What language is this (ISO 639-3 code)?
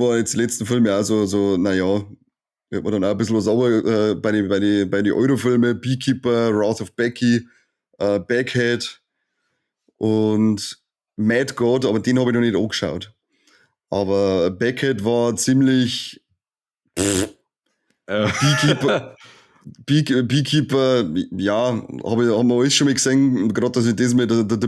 bar